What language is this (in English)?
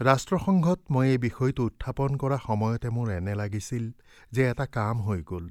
Assamese